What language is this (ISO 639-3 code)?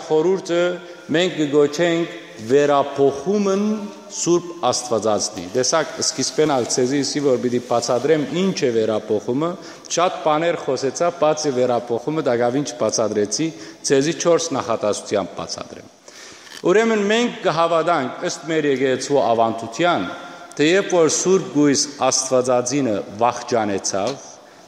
hyw